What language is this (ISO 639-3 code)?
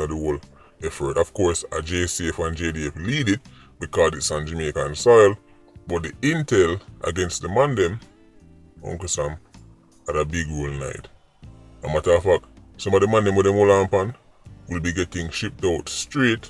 jam